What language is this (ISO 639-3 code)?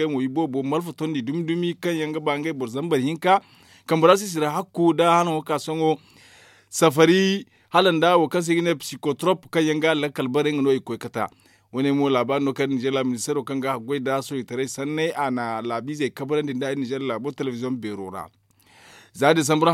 dje